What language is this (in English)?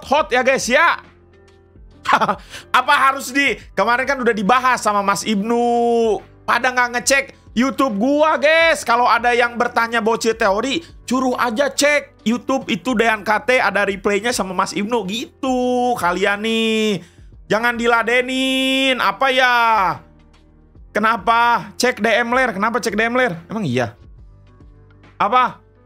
Indonesian